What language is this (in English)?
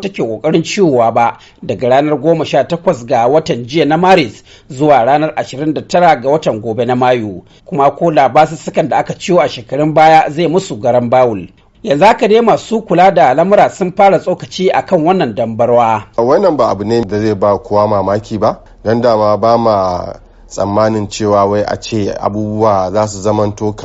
Hausa